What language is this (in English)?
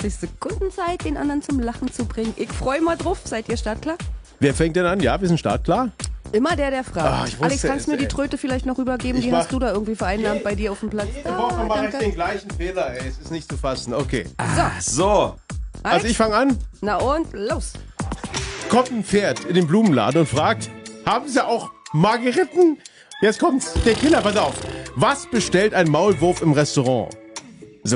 German